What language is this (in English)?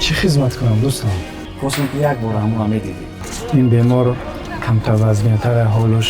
Tajik